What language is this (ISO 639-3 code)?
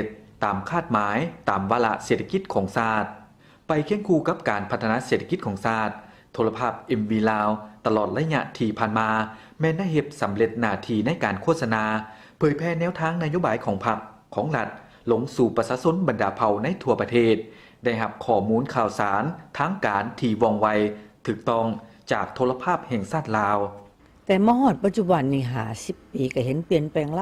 lao